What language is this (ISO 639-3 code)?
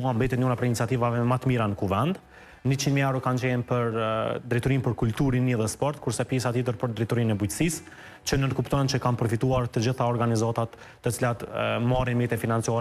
sqi